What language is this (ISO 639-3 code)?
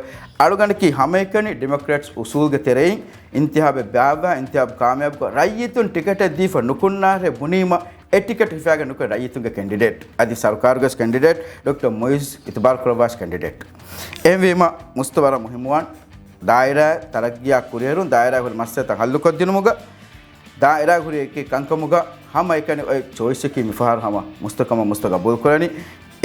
div